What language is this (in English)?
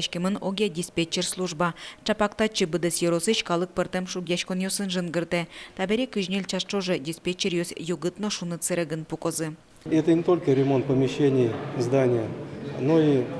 Udmurt